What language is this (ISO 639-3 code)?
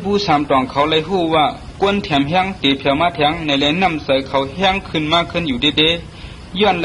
shn